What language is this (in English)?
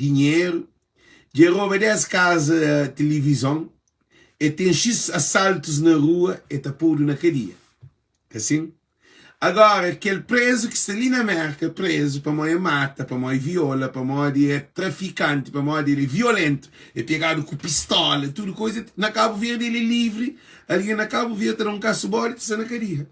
Kabuverdianu